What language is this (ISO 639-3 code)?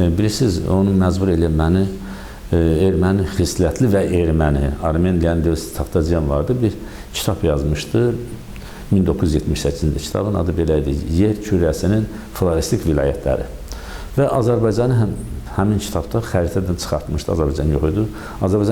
aze